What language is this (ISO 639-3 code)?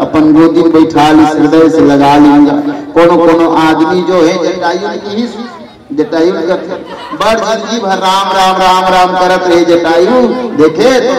hne